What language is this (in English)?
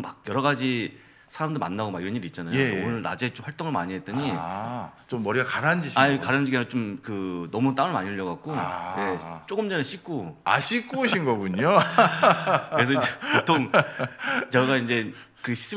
Korean